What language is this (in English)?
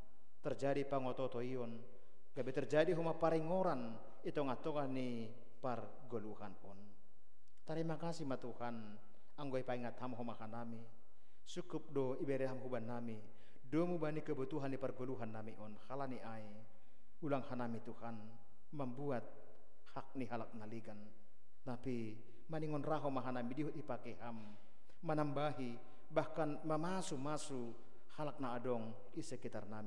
Batak Simalungun